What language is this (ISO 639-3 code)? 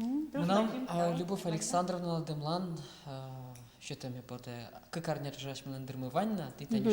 udm